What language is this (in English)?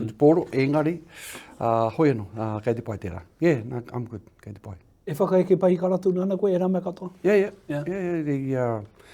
Māori